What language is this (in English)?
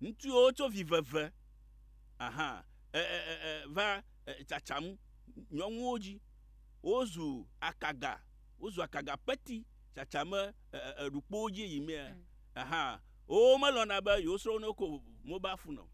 Ewe